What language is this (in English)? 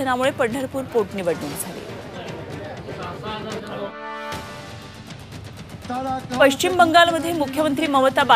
Marathi